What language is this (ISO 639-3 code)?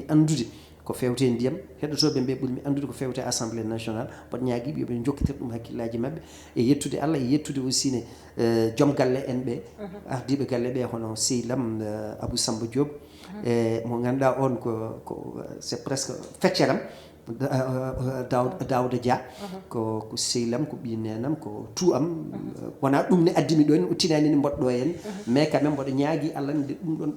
ful